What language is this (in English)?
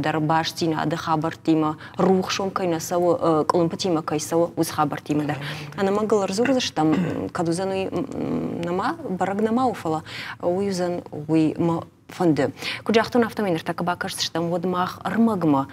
Ossetic